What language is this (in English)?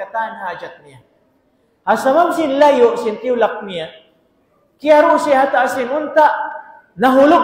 Tausug